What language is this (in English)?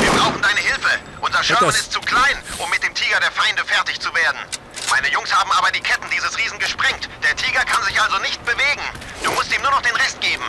Bavarian